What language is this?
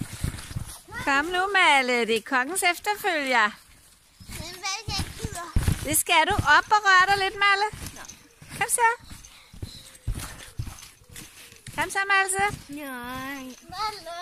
Danish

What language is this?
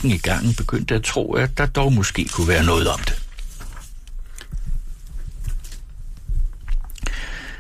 Danish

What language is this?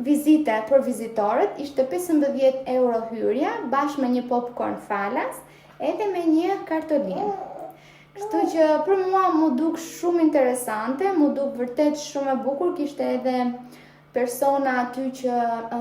Albanian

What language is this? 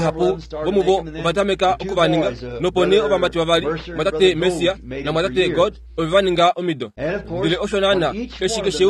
Kuanyama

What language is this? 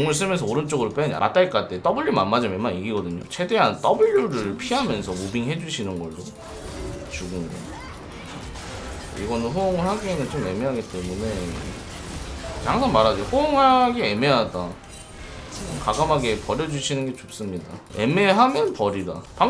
Korean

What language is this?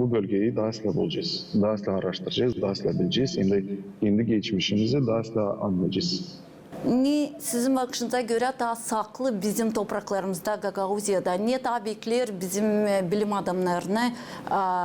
Gagauz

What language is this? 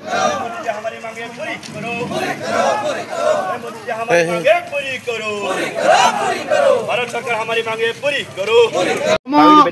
Kok Borok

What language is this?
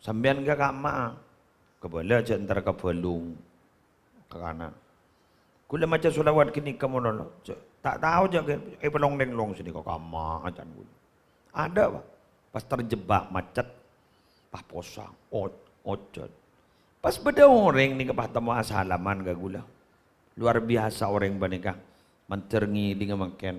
Madurese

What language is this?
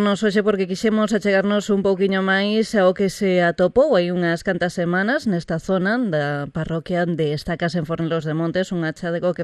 Galician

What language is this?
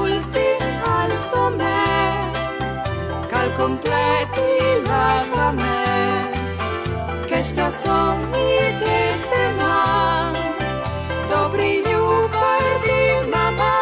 Friulian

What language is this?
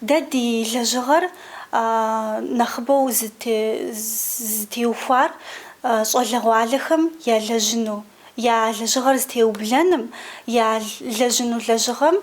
Kabardian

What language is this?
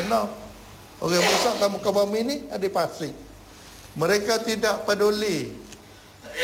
Malay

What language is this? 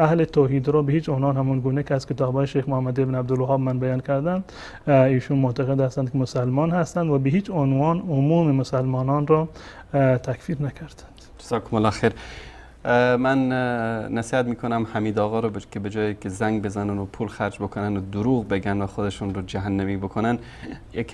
Persian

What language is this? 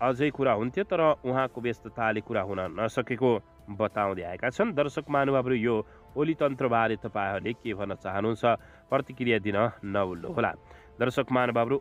Nepali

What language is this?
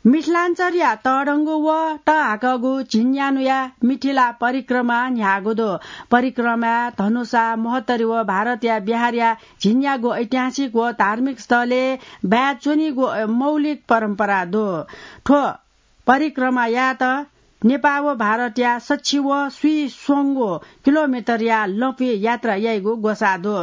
Newari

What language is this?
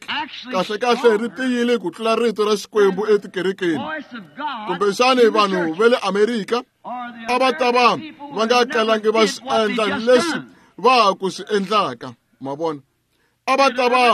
Tsonga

